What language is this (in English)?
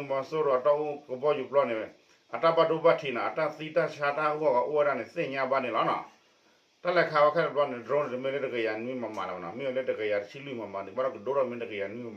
S'gaw Karen